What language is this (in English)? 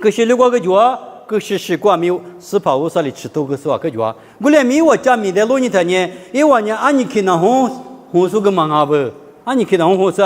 Lisu